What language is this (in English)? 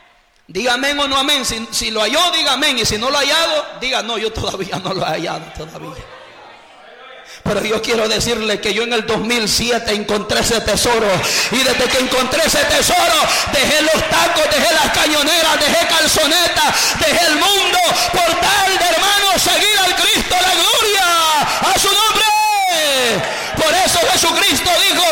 Spanish